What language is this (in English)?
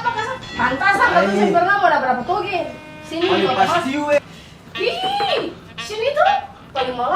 Ambonese Malay